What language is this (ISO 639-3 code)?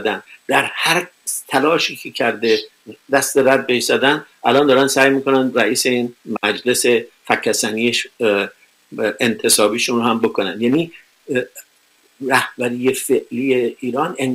fas